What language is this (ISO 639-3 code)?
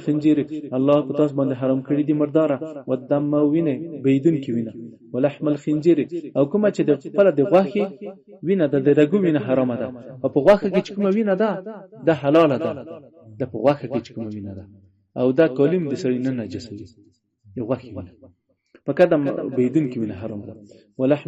pus